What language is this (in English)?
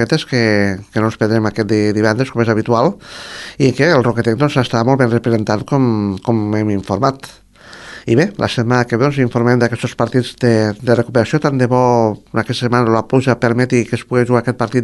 Catalan